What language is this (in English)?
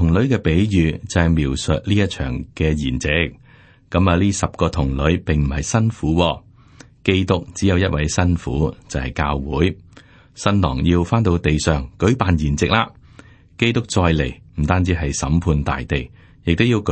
Cantonese